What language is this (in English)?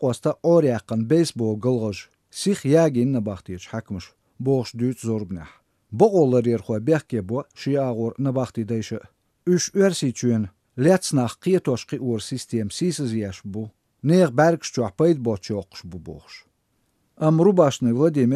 Chechen